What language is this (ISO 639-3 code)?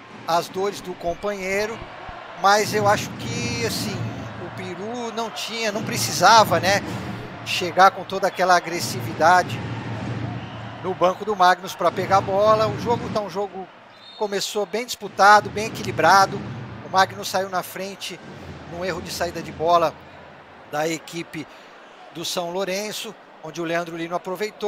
por